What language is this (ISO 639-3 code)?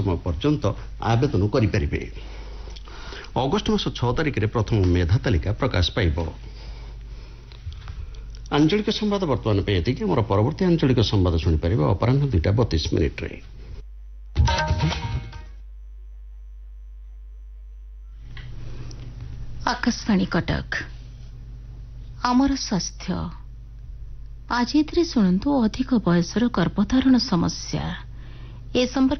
ori